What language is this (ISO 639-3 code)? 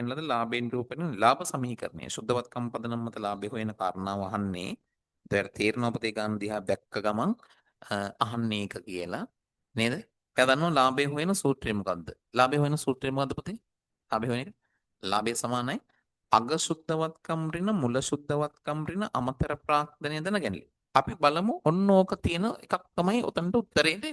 sin